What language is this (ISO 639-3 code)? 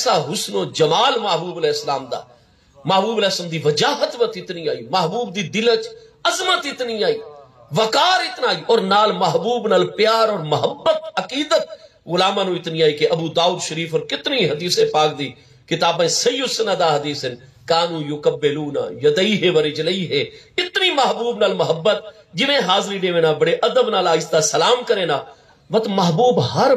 skr